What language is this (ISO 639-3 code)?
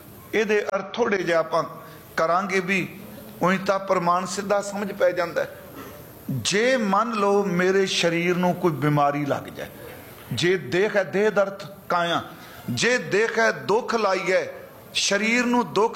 pan